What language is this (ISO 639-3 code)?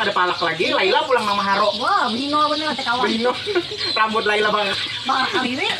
bjn